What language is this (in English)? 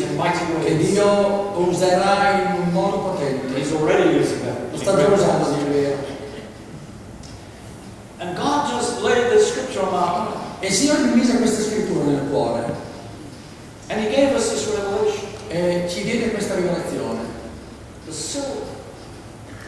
Italian